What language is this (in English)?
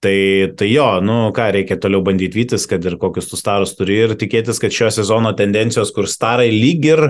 Lithuanian